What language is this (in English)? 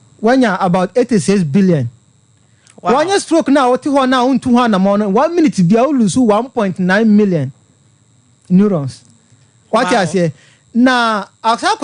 Akan